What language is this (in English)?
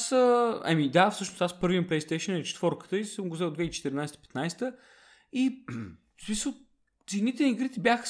Bulgarian